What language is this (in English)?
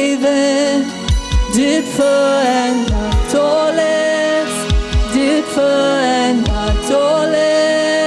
Plautdietsch